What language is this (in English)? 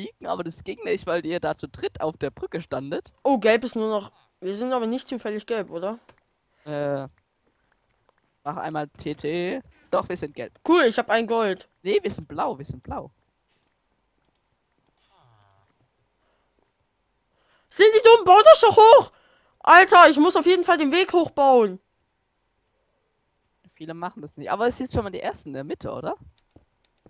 German